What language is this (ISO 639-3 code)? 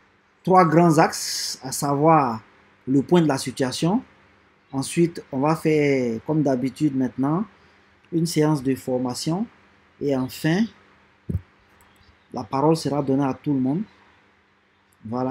fra